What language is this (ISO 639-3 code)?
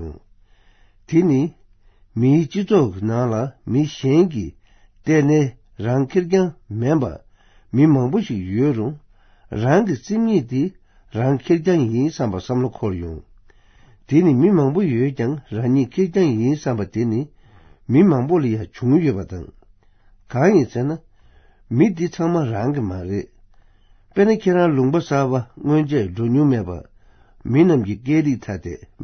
bod